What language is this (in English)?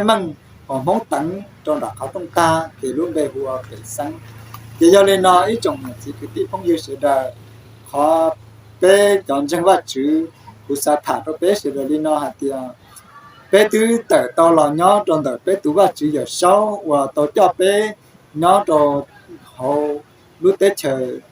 Hmong